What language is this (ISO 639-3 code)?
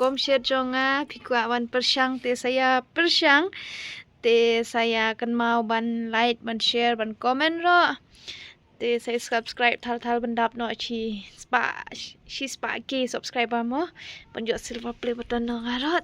kha